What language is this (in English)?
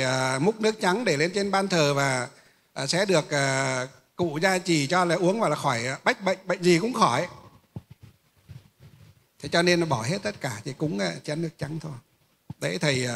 Vietnamese